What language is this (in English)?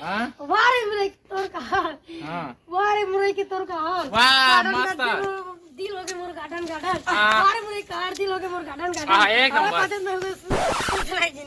Chhattisgarhi